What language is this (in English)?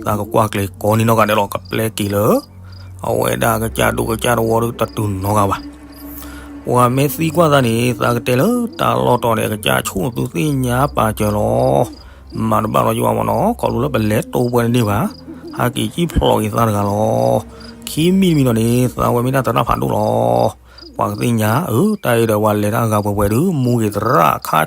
S'gaw Karen